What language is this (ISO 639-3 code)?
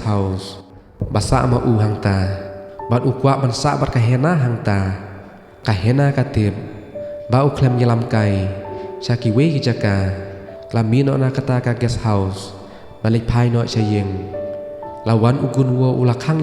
kha